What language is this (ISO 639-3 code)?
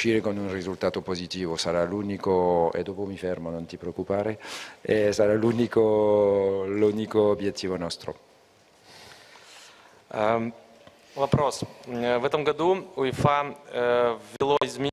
ita